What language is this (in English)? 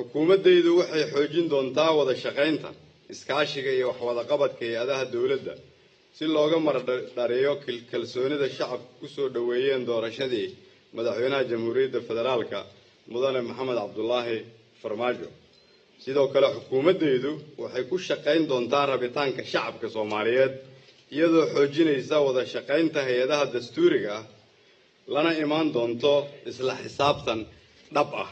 Somali